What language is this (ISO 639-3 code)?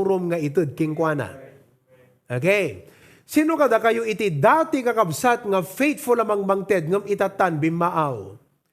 ilo